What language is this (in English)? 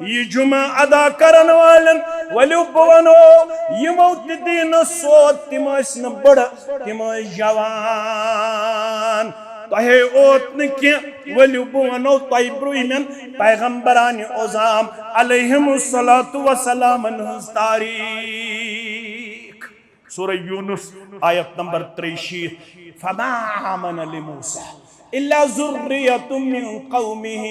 Kashmiri